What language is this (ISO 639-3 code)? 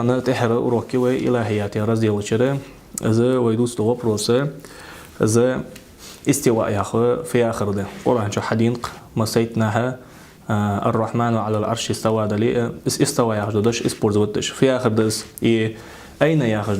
inh